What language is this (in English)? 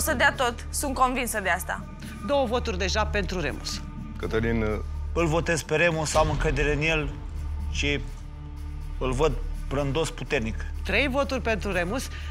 Romanian